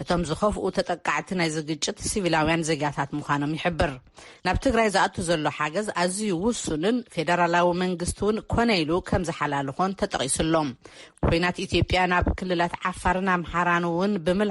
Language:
Tigrinya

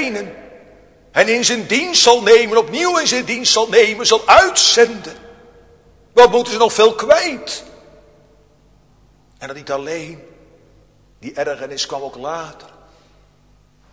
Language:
Dutch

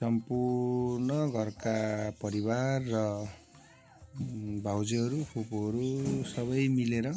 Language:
Nepali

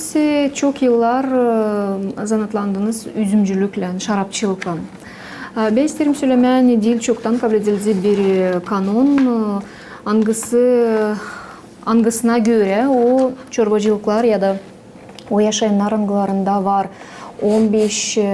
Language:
Gagauz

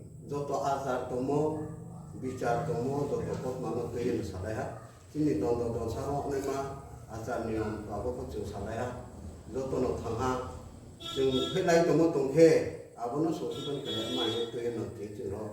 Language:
Riang (India)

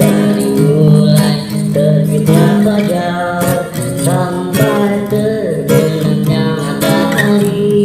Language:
Betawi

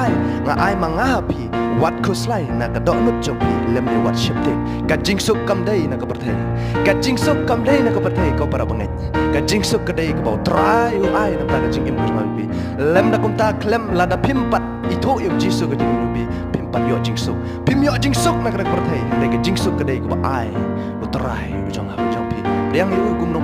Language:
Khasi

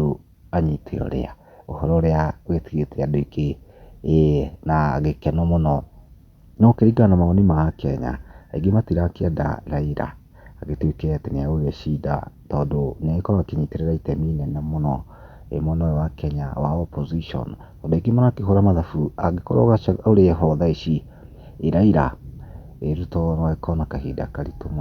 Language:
Kikuyu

